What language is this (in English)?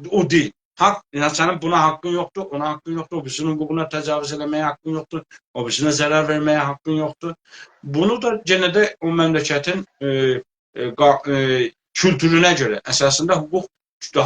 South Azerbaijani